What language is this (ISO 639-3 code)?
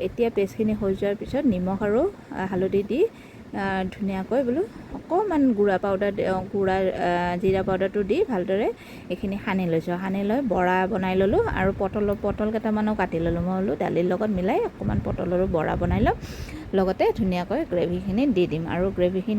asm